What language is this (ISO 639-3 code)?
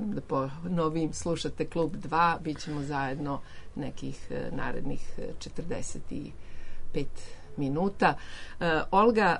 srp